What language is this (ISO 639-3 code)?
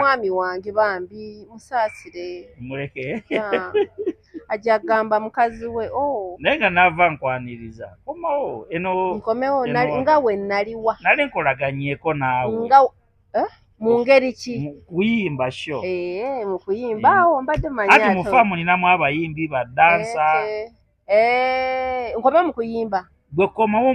lug